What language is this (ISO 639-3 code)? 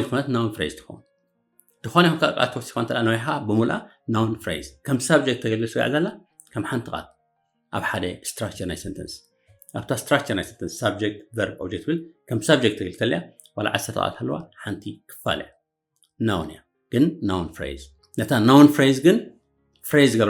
tir